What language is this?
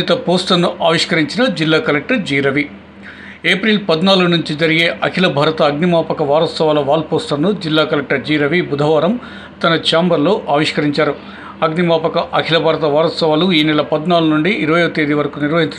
Telugu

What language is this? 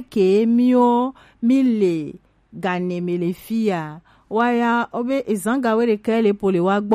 Gen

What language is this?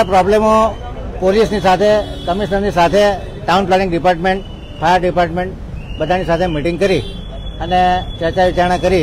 Gujarati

